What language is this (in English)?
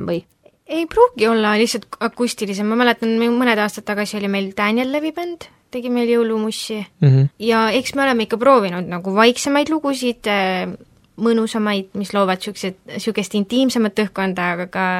Estonian